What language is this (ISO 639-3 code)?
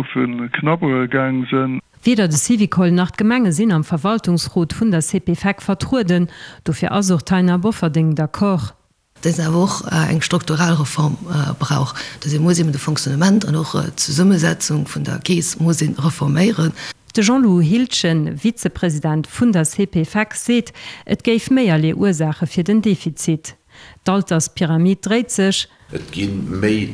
ltz